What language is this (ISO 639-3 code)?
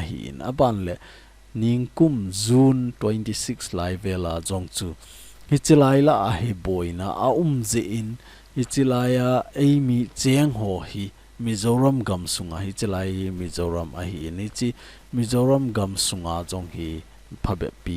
tcz